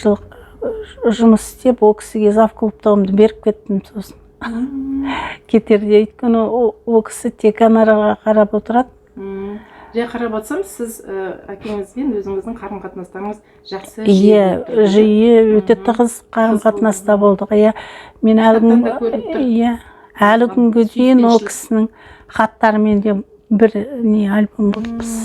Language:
Kazakh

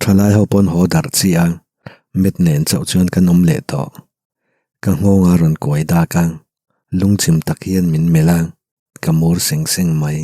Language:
Mizo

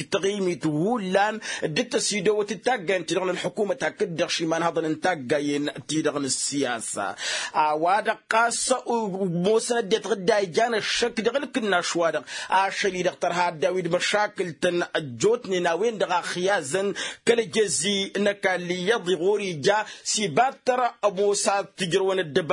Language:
Tamasheq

